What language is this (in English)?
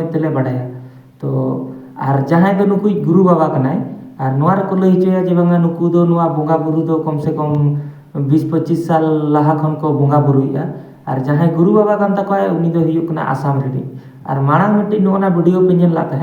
Santali